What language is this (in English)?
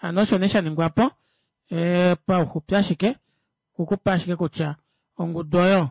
Kuanyama